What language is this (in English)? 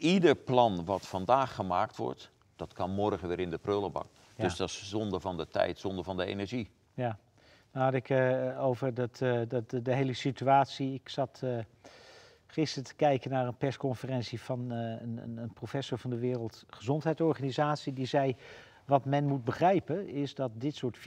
Dutch